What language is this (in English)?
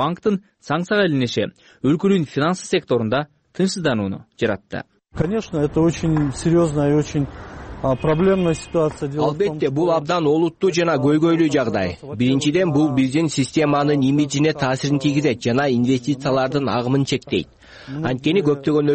Kyrgyz